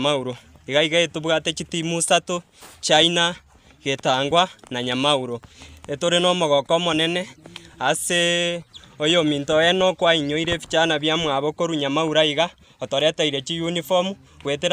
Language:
Gusii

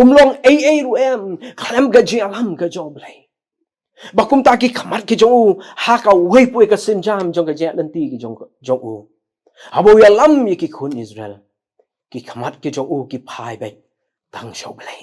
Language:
Khasi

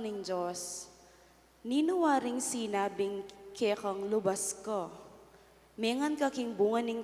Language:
Pampanga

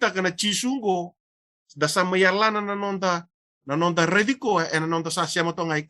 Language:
Fijian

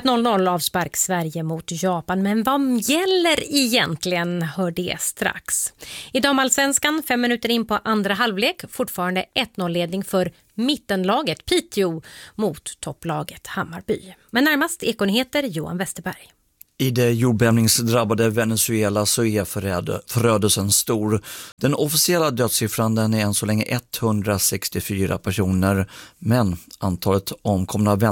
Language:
Swedish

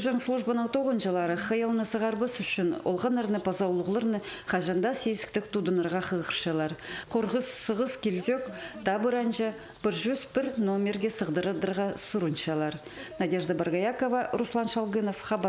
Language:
Khakas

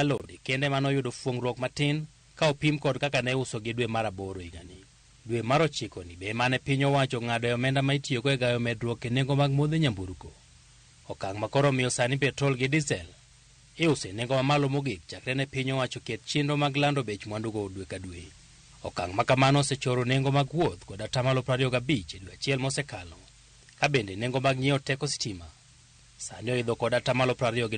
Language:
Luo (Kenya and Tanzania)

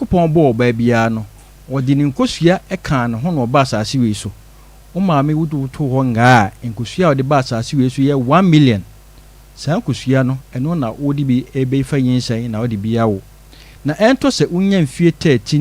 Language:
Akan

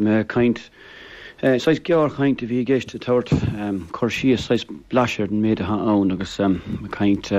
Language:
Irish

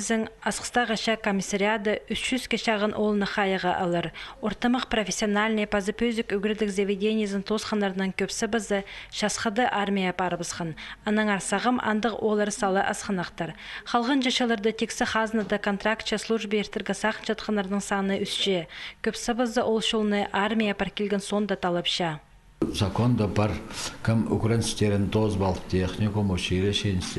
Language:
Khakas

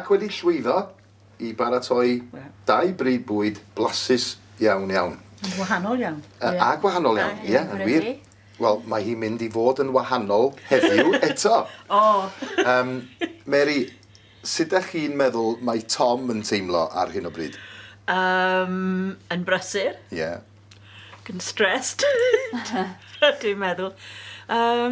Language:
Welsh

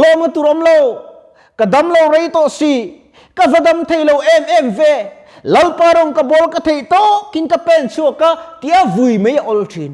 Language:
Mizo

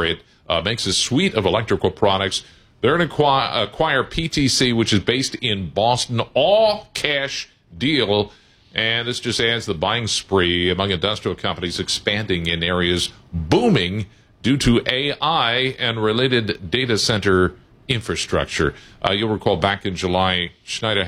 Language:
English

